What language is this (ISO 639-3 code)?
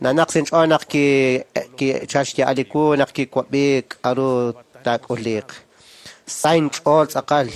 kek